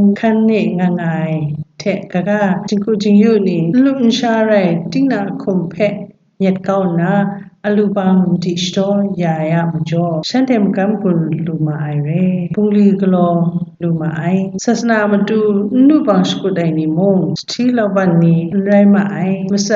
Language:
Kachin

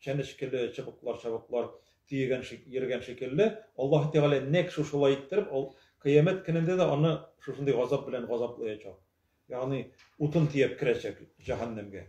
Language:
Tatar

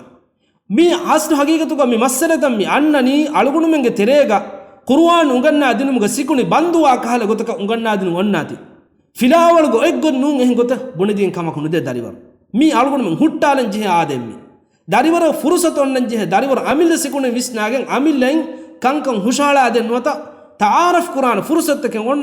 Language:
Divehi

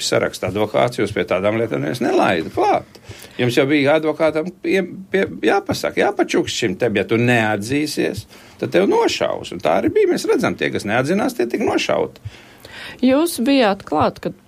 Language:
Latvian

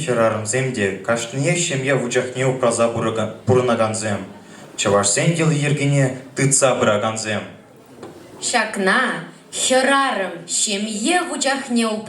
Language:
Chuvash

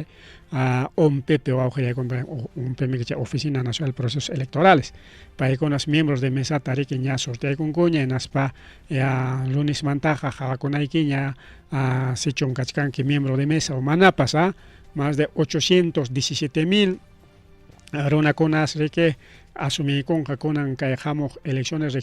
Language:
Ayacucho Quechua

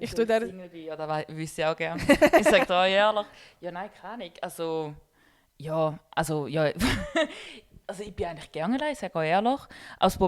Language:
Swiss German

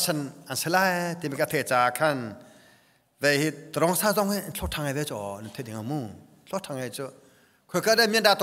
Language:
Hakha Chin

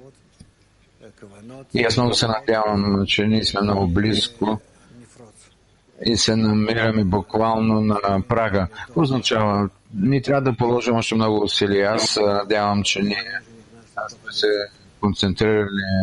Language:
Bulgarian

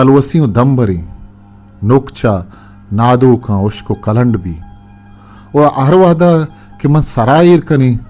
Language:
Eastern Balochi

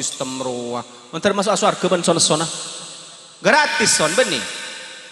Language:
Madurese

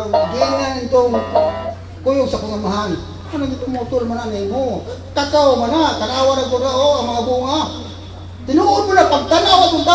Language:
Cebuano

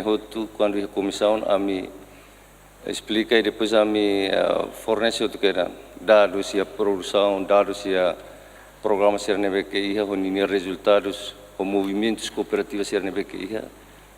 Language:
Tetum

